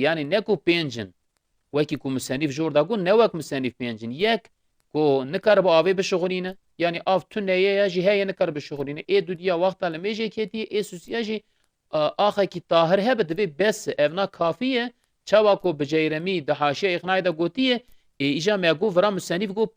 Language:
Kurdish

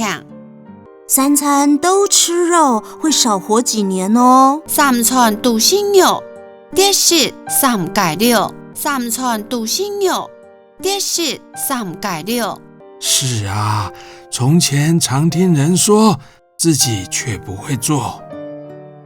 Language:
Hakka Chinese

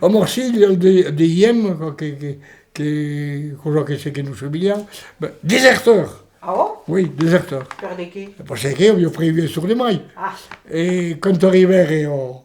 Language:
Occitan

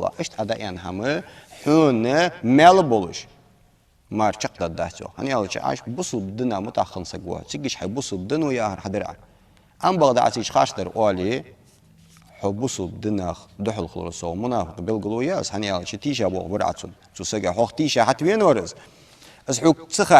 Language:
Ingush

